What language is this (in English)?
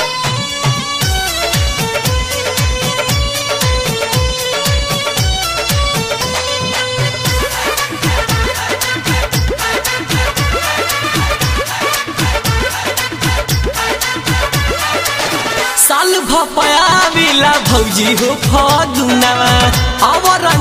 Bhojpuri